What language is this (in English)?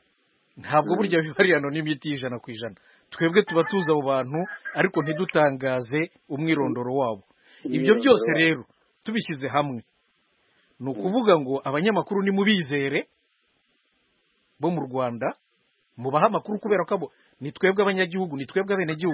Kinyarwanda